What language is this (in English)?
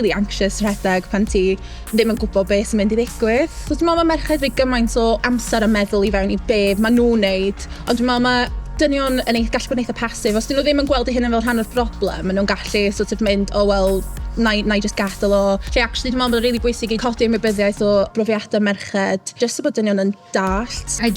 Welsh